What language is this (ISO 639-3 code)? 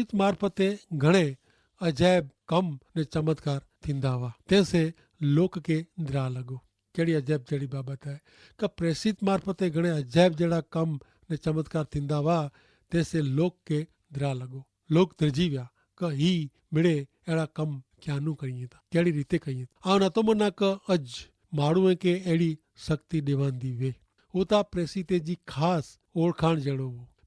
kfr